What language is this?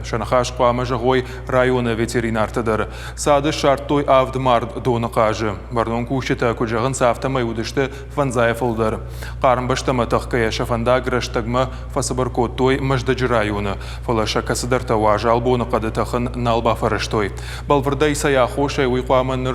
Ossetic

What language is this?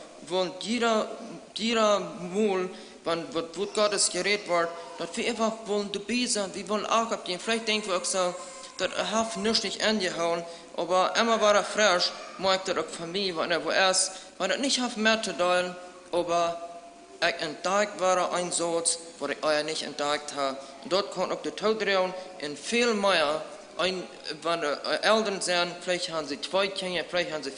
Plautdietsch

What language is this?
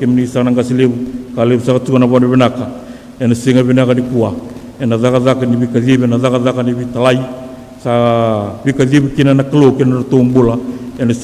Fijian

